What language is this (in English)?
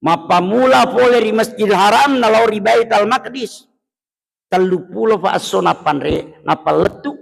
Buginese